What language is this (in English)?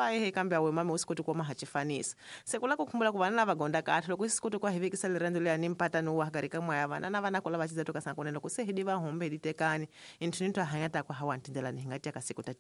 Tsonga